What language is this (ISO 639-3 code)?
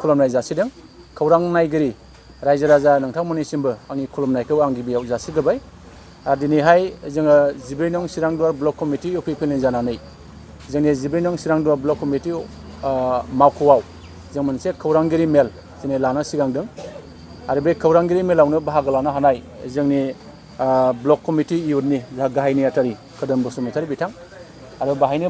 brx